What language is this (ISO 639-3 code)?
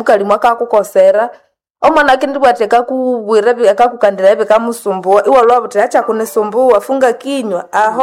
nnb